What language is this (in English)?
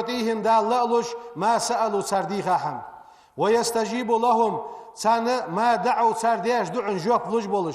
Ingush